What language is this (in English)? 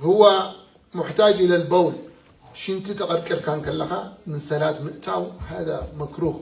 Tigrinya